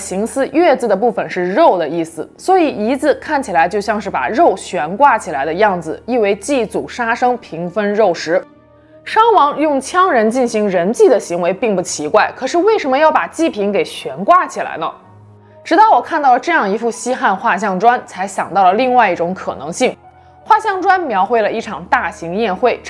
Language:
Chinese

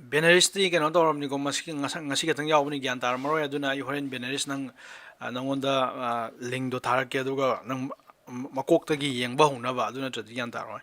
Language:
Manipuri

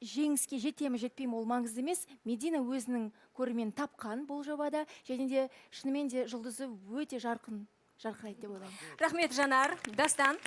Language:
Kazakh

